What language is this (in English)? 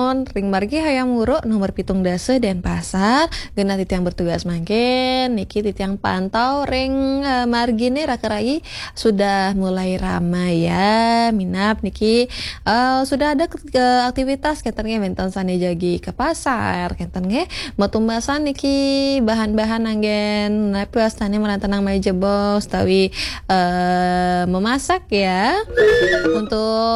Balinese